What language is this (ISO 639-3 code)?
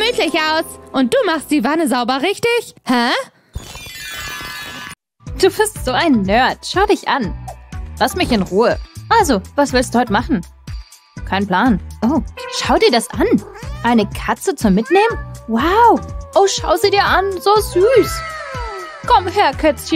deu